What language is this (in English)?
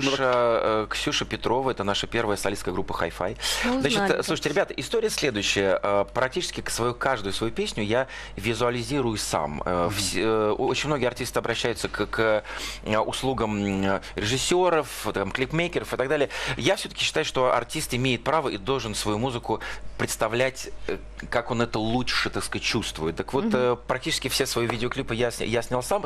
Russian